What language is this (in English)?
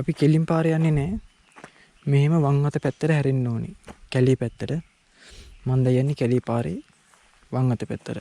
Sinhala